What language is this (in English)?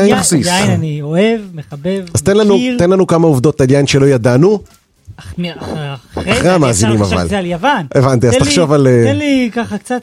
Hebrew